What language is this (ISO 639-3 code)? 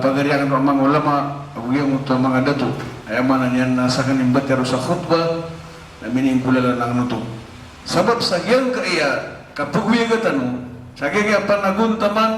mrw